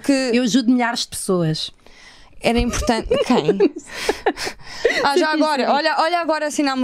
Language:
Portuguese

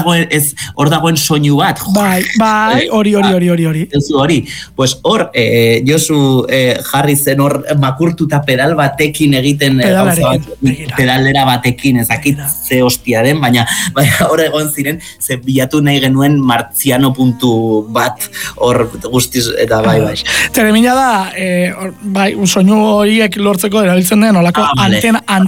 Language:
Basque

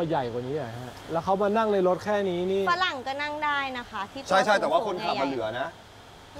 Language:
Thai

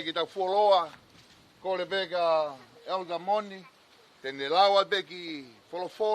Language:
Tongan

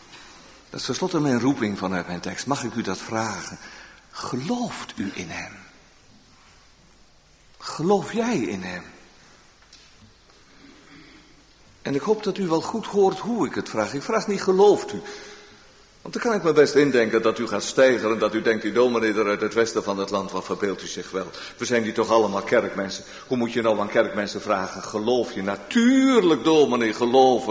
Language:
Dutch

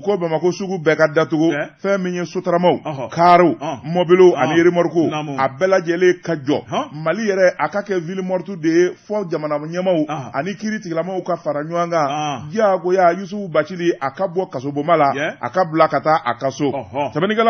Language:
Bambara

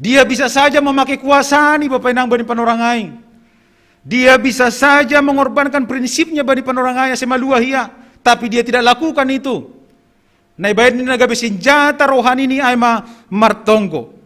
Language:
Batak Simalungun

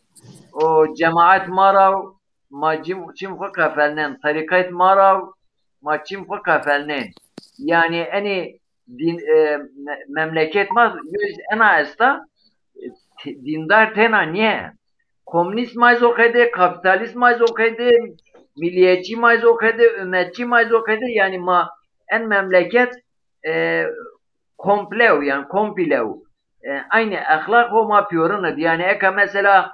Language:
Zaza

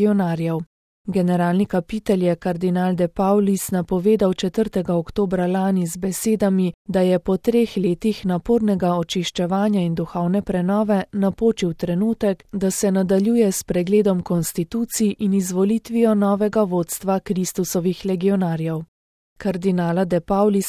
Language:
Slovenian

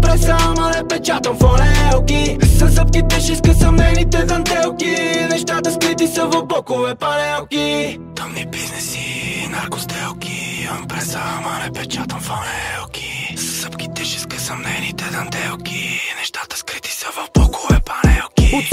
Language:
Bulgarian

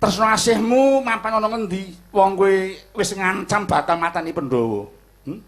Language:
Javanese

